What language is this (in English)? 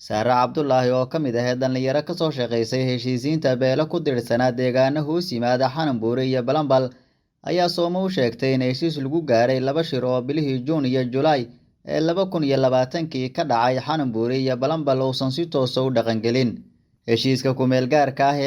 Somali